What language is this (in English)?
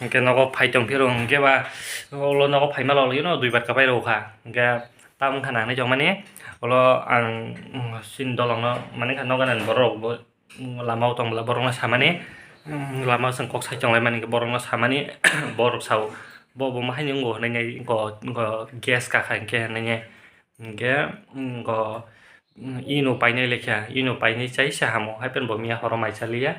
Kok Borok